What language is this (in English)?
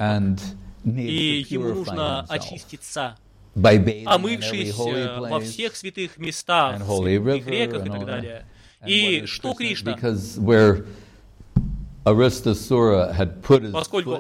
Russian